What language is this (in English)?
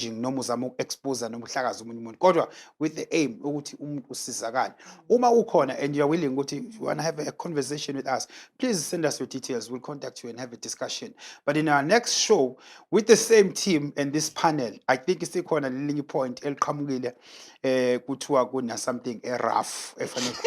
Zulu